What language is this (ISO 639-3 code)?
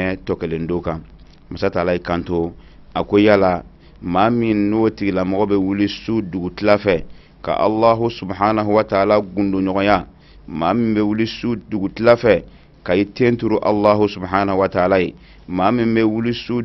bam